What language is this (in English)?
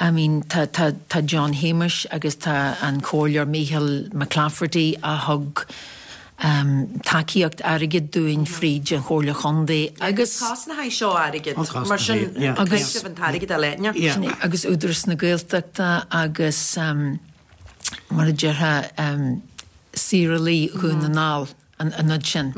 Irish